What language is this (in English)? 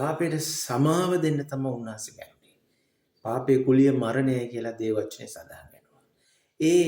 Sinhala